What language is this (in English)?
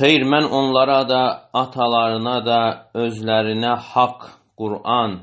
Azerbaijani